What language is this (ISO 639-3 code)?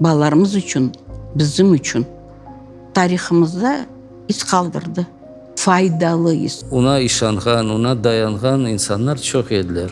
crh